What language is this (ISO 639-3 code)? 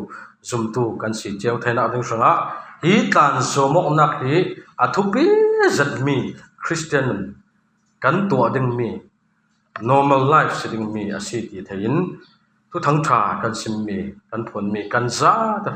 cfm